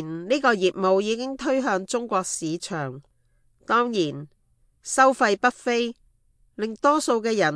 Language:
Cantonese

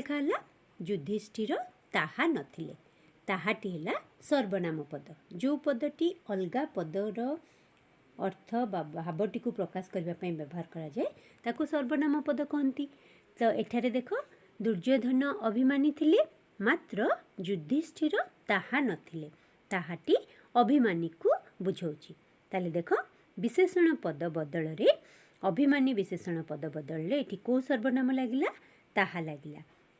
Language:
Odia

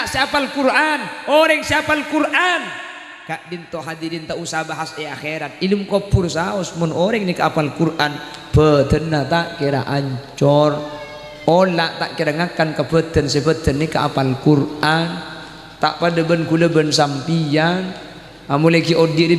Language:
Madurese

